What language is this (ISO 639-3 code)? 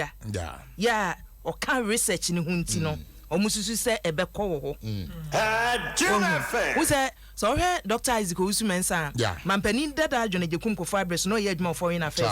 aka